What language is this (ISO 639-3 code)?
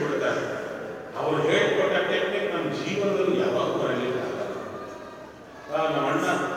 kan